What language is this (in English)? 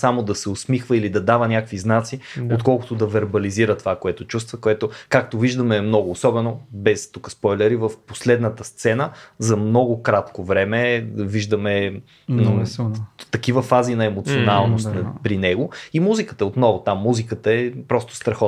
Bulgarian